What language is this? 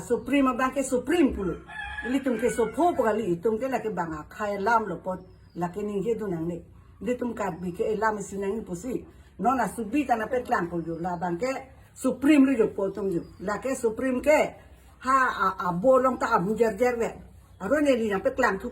Karbi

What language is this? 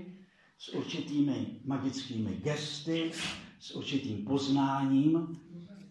Czech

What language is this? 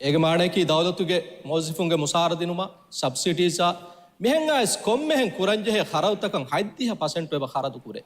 Divehi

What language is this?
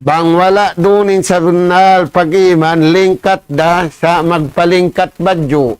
Tausug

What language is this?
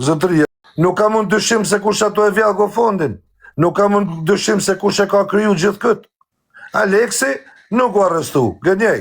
Albanian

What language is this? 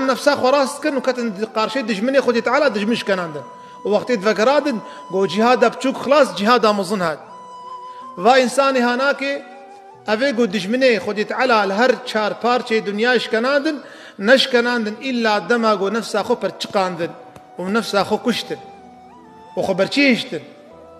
Kurdish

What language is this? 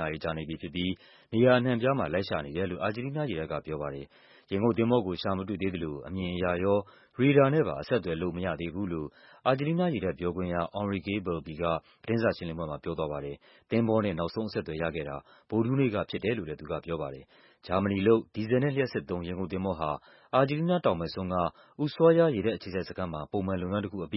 Burmese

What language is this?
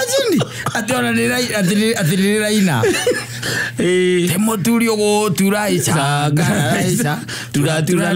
Kikuyu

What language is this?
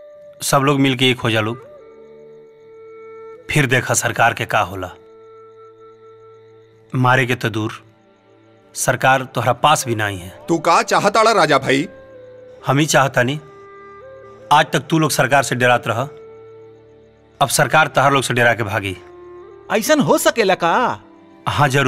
Bhojpuri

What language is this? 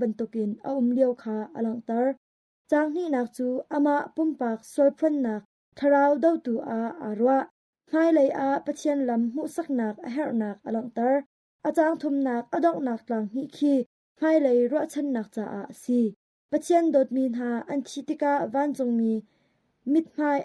Hakha Chin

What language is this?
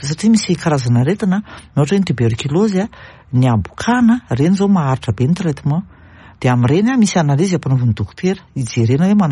Malagasy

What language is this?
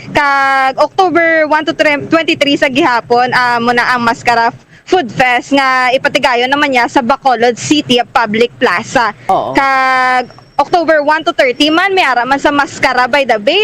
Hiligaynon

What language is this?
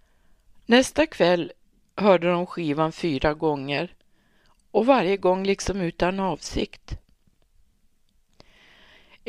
Swedish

